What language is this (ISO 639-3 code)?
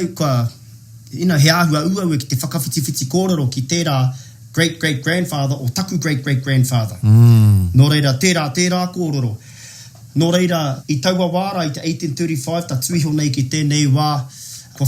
mri